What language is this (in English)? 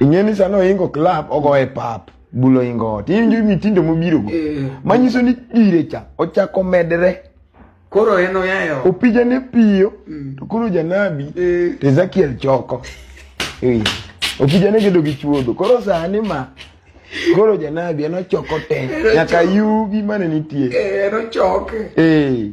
Luo (Kenya and Tanzania)